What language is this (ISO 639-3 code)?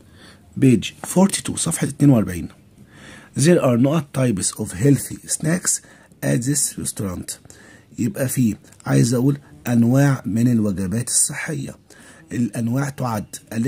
arz